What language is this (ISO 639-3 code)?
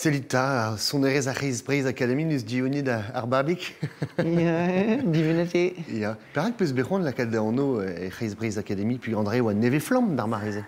bre